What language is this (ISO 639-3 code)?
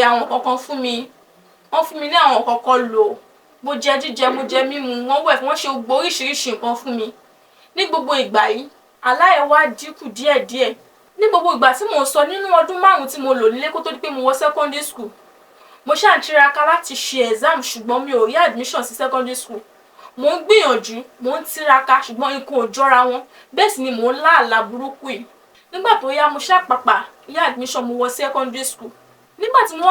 yor